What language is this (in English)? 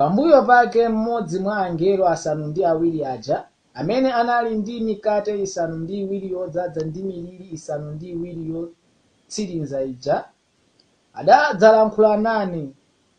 Nyanja